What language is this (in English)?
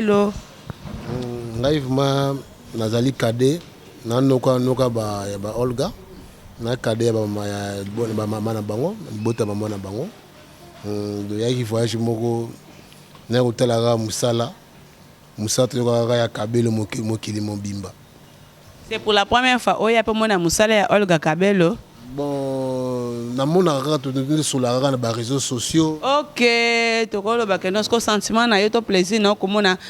Lingala